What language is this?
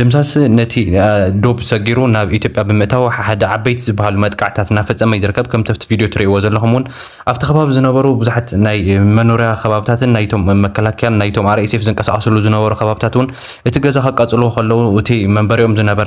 Tigrinya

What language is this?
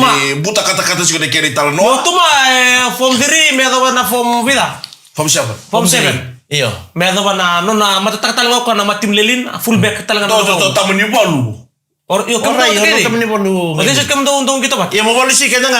Fijian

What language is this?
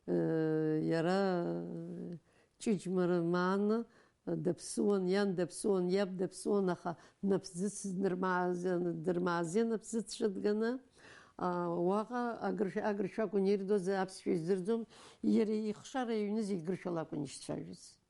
Abkhazian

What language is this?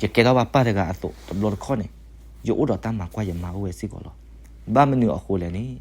S'gaw Karen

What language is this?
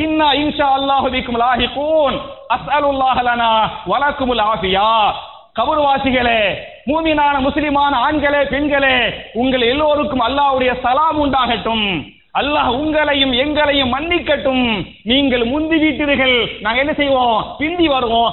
Tamil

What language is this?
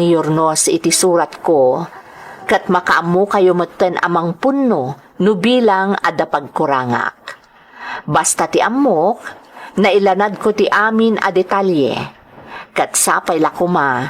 Iloko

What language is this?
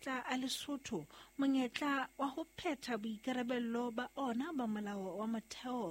Southern Sotho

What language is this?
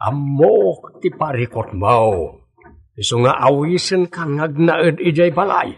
Iloko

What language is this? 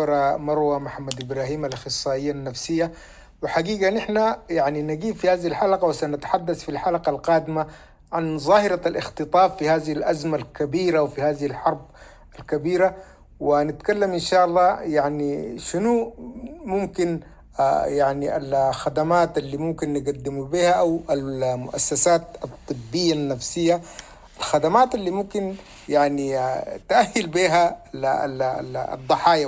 Sudanese Arabic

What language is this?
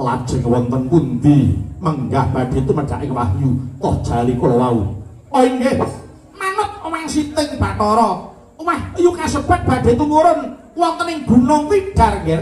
Javanese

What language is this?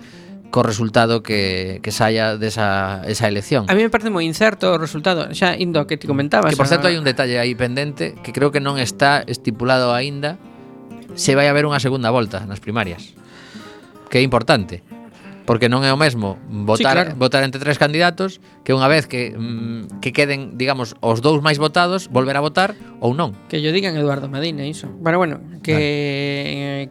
Galician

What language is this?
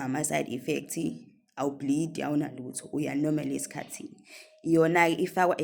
Zulu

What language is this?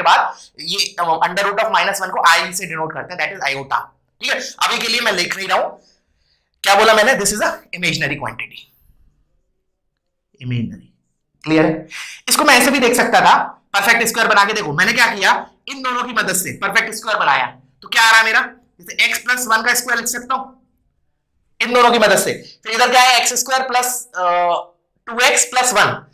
Hindi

